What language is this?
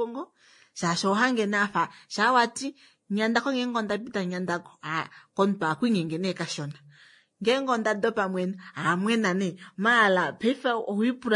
Kuanyama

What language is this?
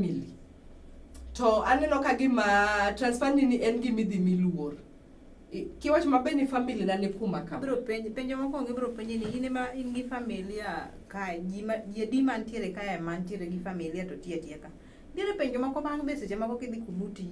Luo (Kenya and Tanzania)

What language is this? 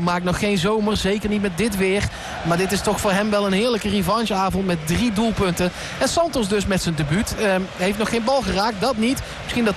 Dutch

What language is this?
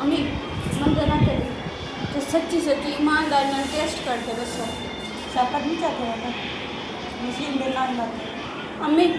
Saraiki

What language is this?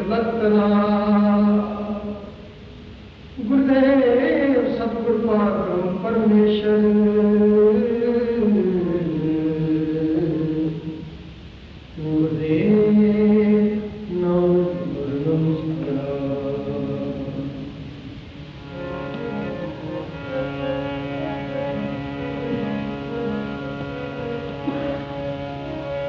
Hindi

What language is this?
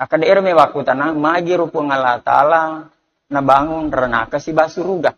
Buginese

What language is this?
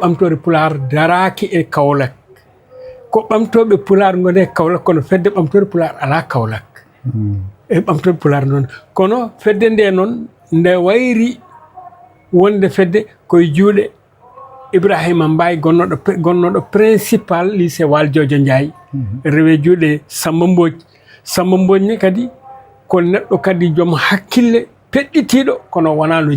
Fula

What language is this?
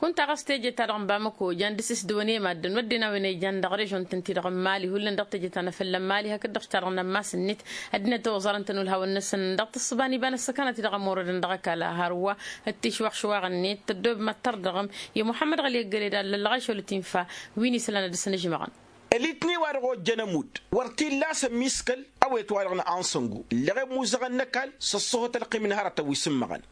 Tamasheq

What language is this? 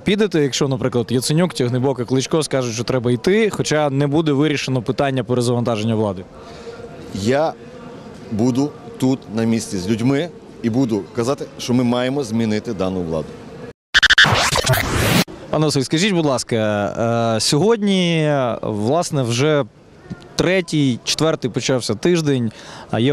Ukrainian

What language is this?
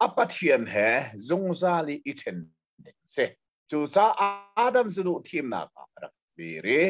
Hakha Chin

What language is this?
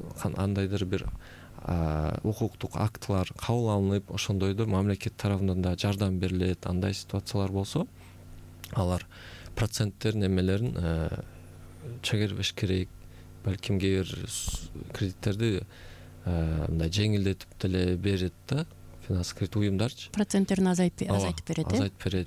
Kyrgyz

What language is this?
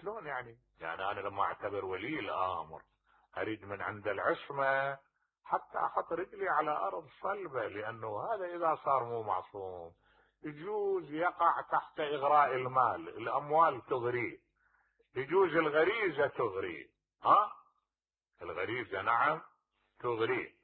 Mesopotamian Arabic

